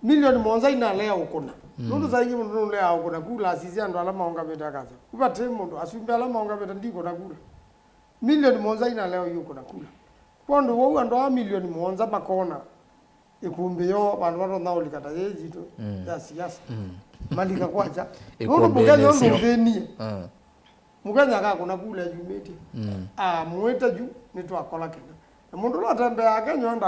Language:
Kamba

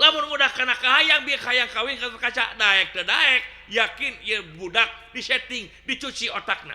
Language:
Sundanese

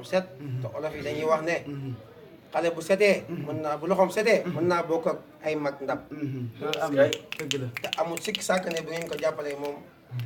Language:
Wolof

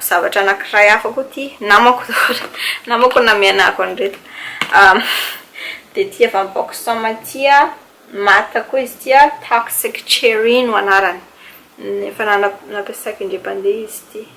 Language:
Malagasy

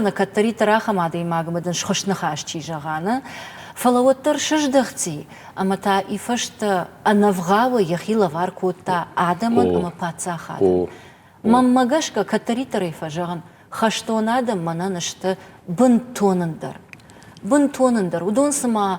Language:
Ossetic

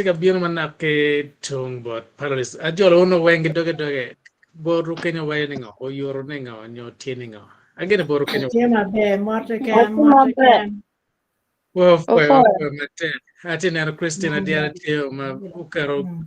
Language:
Acoli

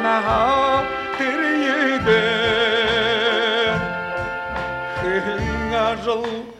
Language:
Buriat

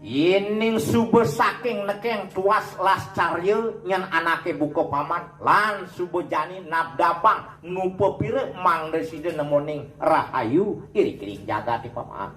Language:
Balinese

